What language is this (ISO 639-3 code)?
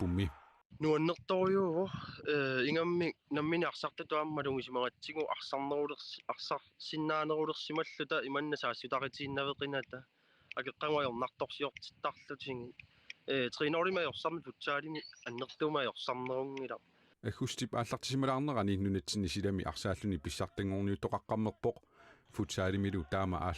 kal